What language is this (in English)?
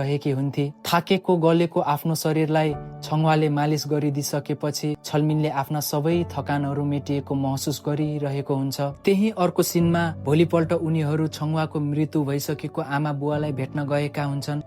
Nepali